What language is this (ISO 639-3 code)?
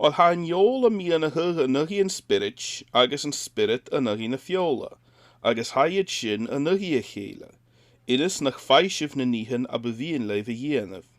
gla